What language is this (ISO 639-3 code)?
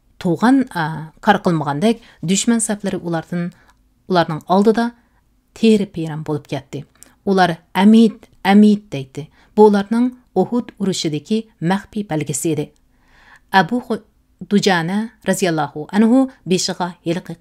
uig